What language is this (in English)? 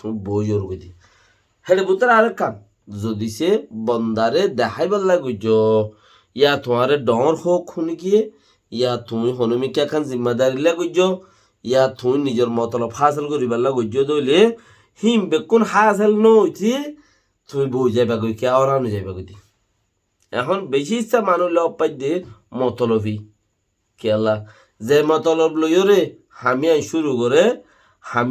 Rohingya